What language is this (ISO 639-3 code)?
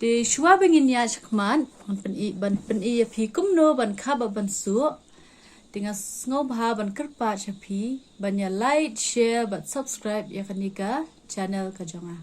kha